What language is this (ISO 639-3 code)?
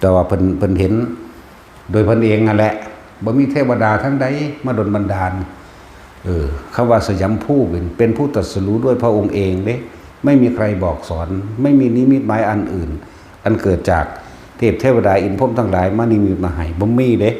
tts